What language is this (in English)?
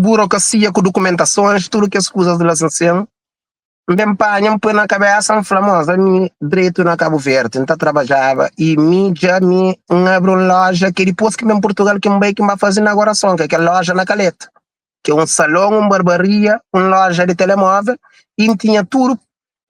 Kabuverdianu